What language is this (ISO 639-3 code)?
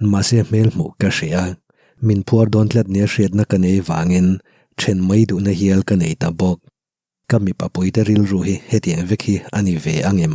lus